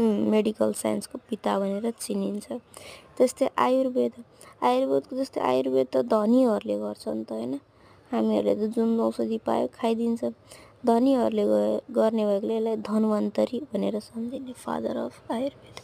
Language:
Nepali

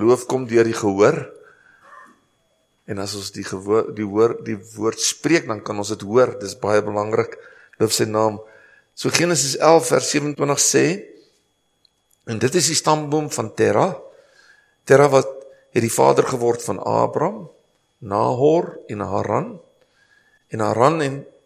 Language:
Afrikaans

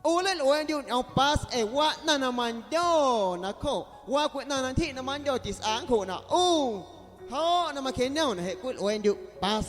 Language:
Guerrero Amuzgo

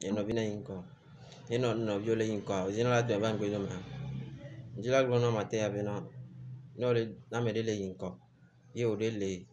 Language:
Ewe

